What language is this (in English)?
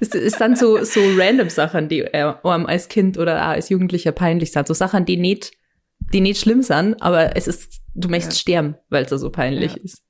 Bavarian